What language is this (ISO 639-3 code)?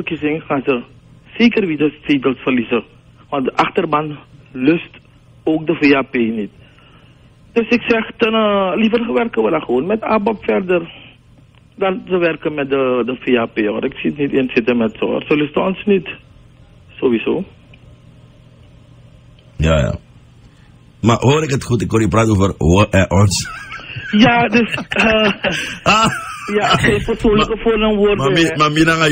nld